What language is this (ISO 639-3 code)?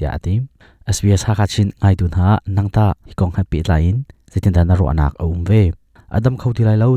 cnh